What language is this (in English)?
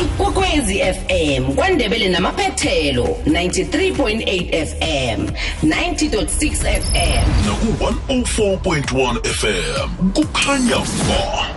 South Ndebele